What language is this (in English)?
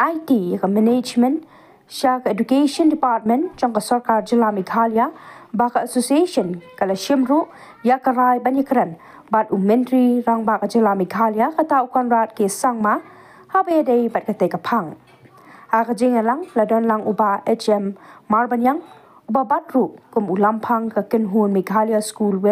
Khasi